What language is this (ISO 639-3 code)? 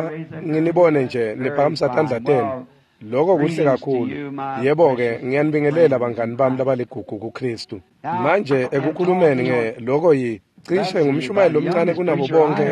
ssw